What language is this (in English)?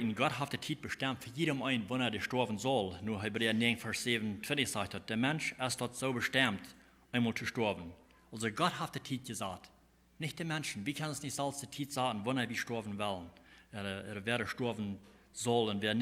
Plautdietsch